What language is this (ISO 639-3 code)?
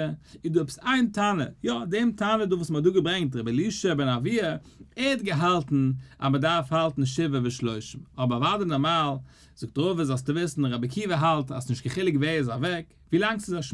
yid